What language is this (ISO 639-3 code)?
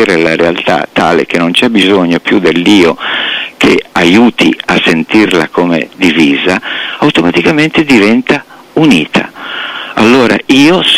ita